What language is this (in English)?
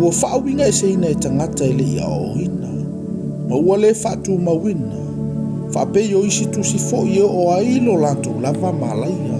Samoan